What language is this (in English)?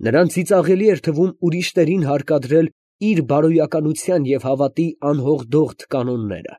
Armenian